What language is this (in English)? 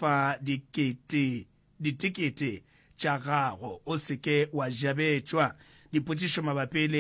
Northern Sotho